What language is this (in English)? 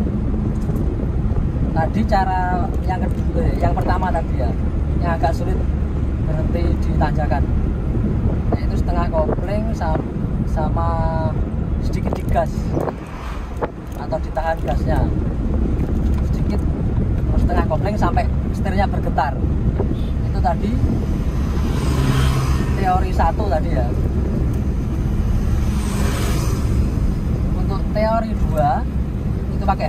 Indonesian